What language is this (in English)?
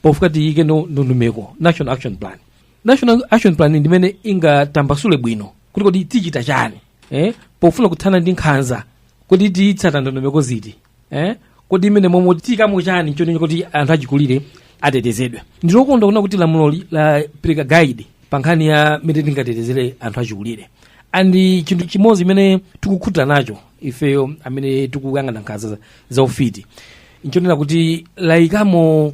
Nyanja